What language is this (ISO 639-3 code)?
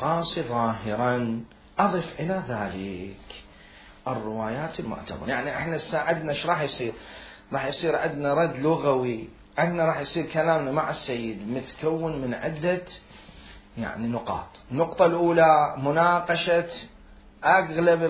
acm